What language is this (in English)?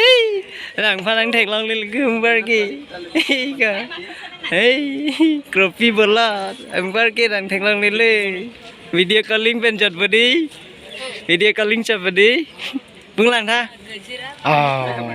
Karbi